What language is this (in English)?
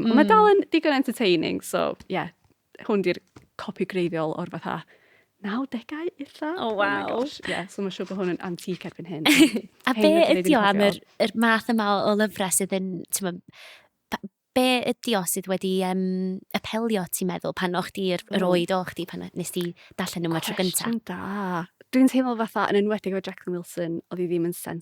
Welsh